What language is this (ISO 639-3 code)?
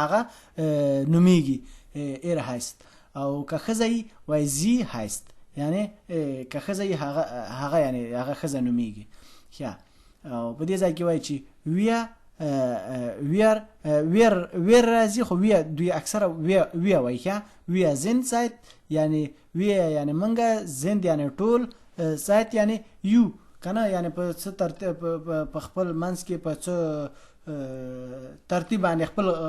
pus